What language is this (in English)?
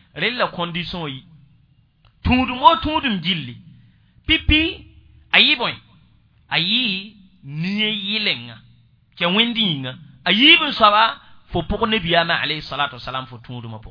Mossi